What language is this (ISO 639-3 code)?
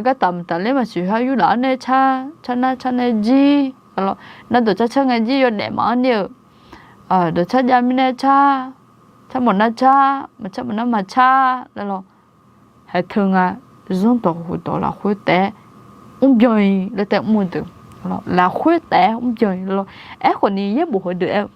ahk